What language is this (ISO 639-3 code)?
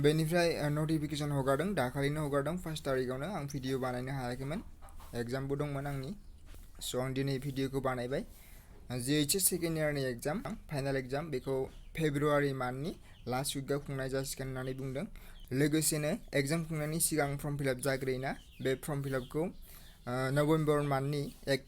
brx